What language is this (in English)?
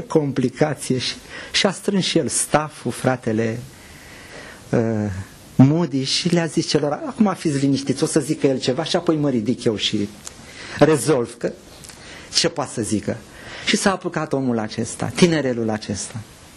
Romanian